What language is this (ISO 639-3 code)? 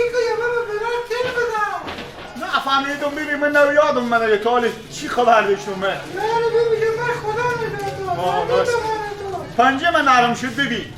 fas